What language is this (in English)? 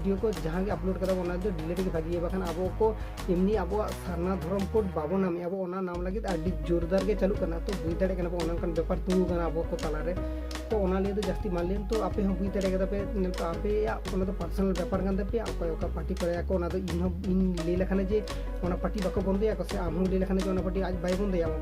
Santali